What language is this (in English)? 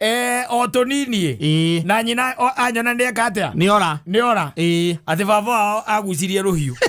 Kikuyu